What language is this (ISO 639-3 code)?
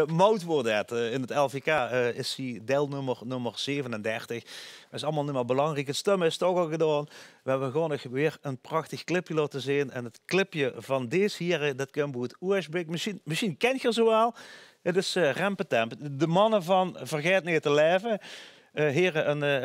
lim